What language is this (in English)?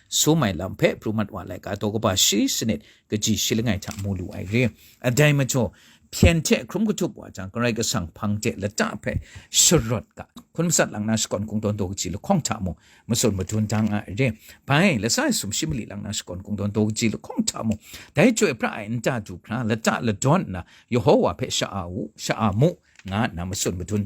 Kachin